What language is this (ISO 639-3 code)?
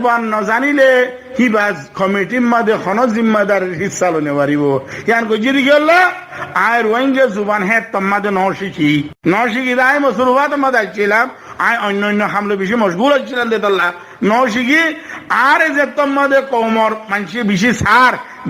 rhg